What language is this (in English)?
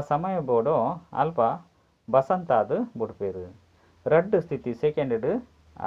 Tulu